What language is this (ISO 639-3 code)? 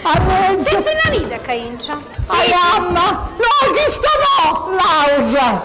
scn